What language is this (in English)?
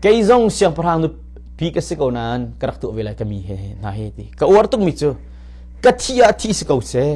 Hakha Chin